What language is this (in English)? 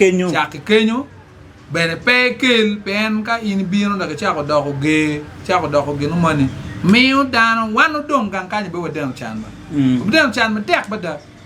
Acoli